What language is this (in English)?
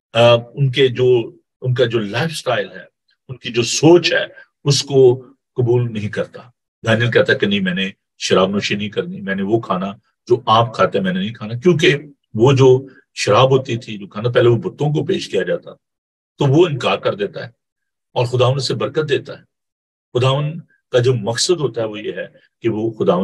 Urdu